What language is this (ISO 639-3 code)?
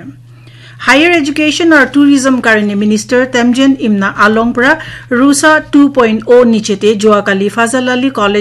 nag